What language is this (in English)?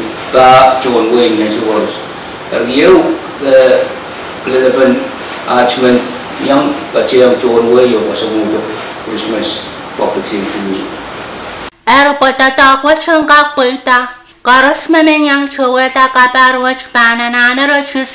Pohnpeian